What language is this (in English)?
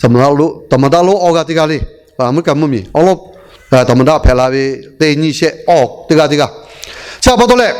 Lahu